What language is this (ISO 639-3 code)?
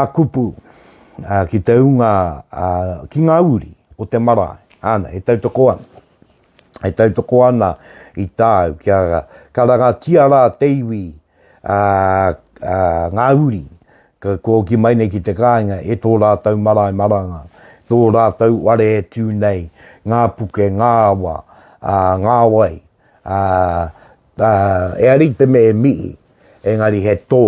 mri